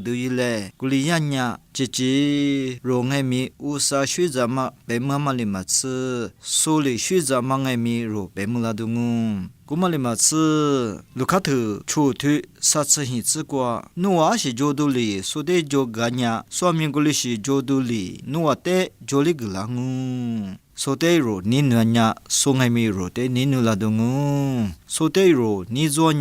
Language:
Lisu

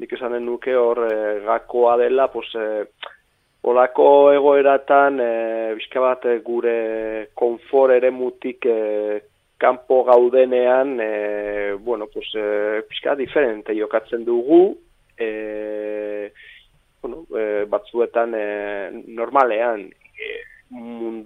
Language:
Basque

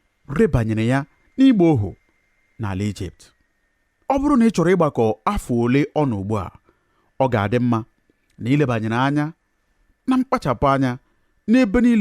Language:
Igbo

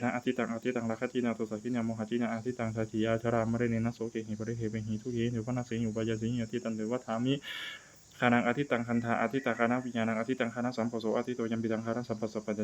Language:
Pali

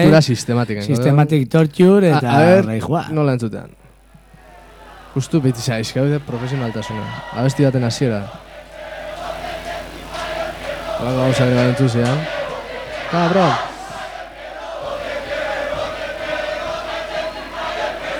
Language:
Basque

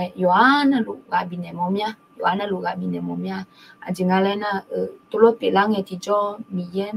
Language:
Akha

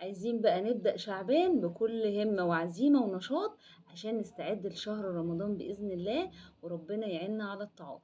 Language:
Egyptian Arabic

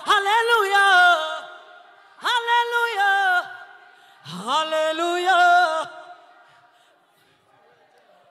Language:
Kinyarwanda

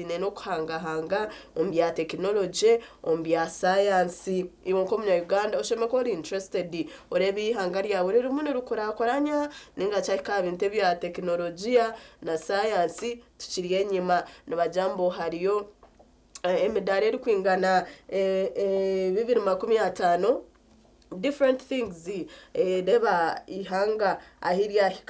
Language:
Nyankole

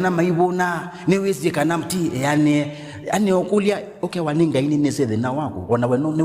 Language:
Kamba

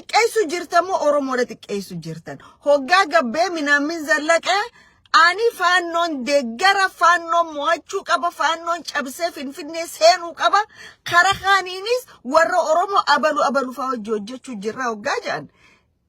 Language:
Oromo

